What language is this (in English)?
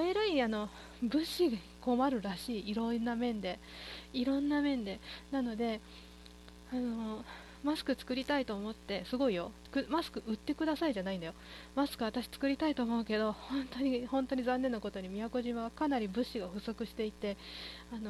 Japanese